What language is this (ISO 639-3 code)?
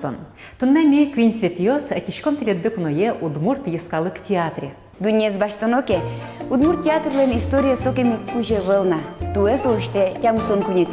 udm